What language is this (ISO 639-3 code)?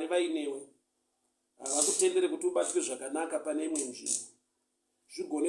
sna